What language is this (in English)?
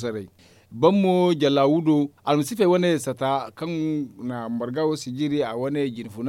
Zarma